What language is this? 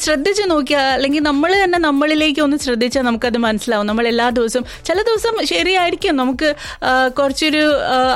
Malayalam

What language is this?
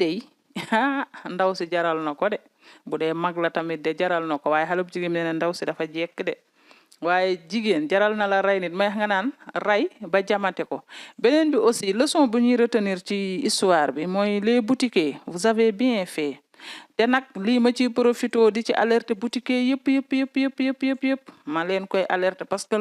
Wolof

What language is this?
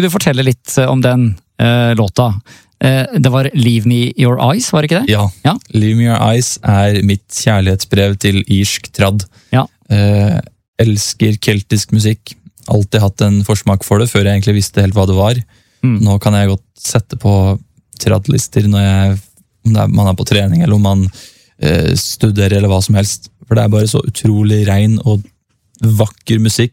Norwegian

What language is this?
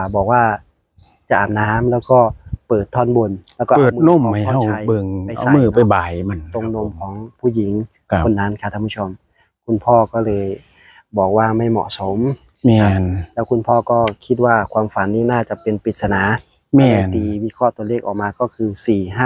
Northeastern Thai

